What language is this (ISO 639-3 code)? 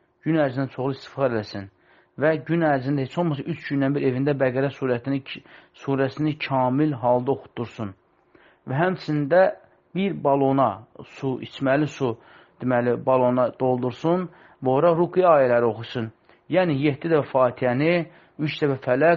aze